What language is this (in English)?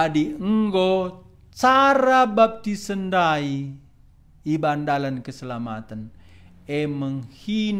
Batak Karo